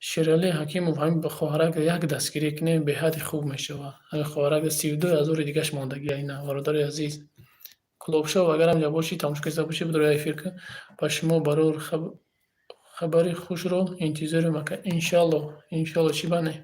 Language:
Tajik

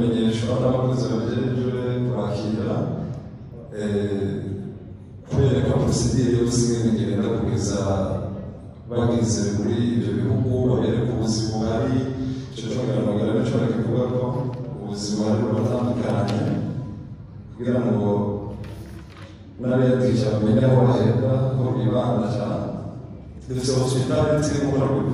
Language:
Rundi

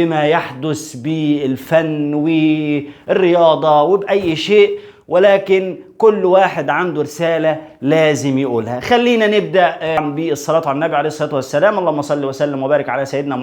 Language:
Egyptian Arabic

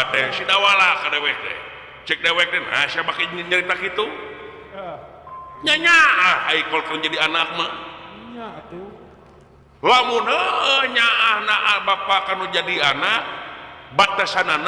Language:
Sundanese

